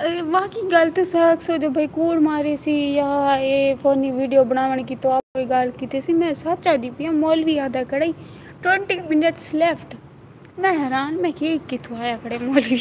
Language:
Saraiki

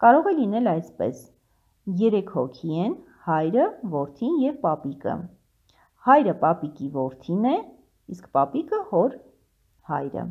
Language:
Armenian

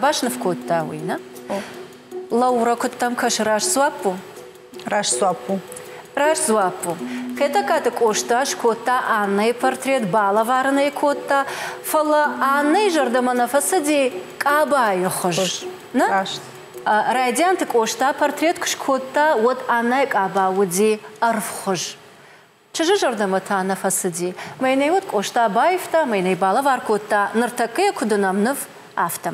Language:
Ossetic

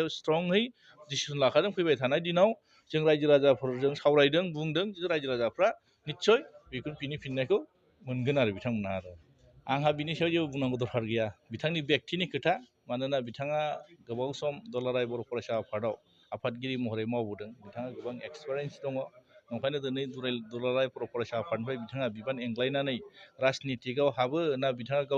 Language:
Bodo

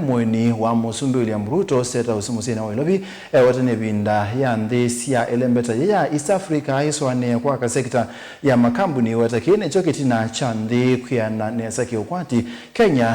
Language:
Kamba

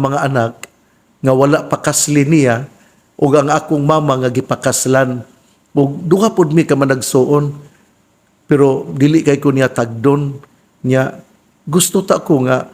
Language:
Cebuano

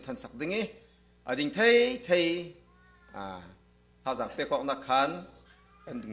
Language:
Falam Chin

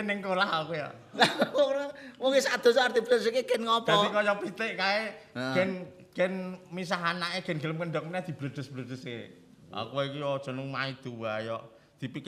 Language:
Javanese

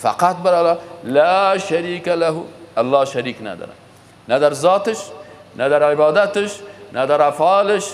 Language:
Persian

